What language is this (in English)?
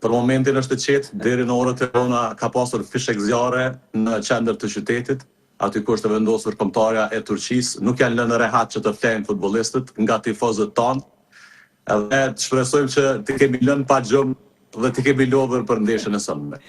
Albanian